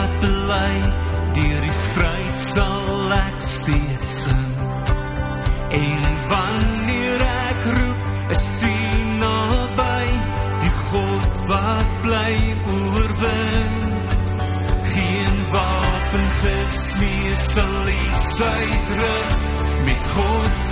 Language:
Afrikaans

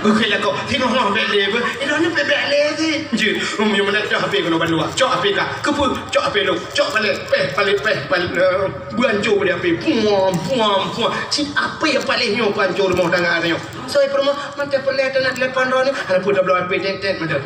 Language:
Achinese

